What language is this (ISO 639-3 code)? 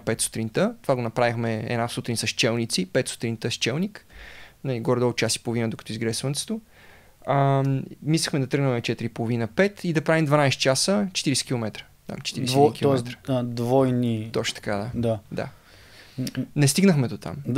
bul